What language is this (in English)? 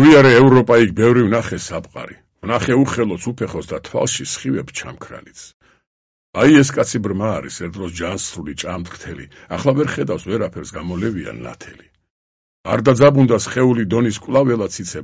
Georgian